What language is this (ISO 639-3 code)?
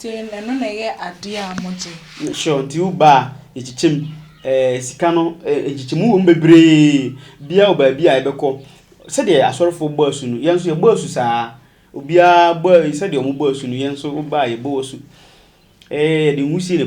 aka